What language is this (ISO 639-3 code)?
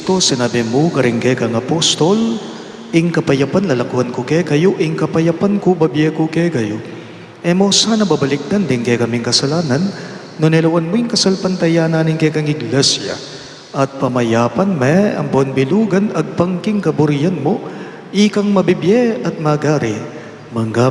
pam